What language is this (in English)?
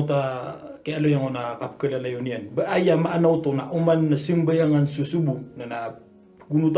Maranao